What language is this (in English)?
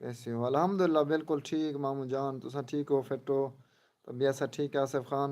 Saraiki